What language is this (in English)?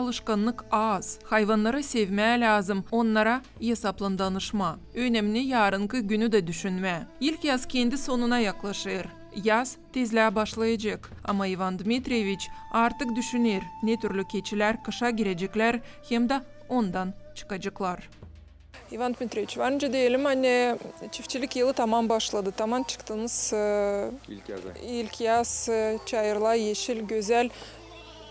Gagauz